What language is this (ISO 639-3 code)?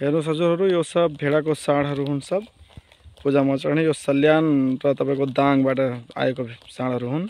nep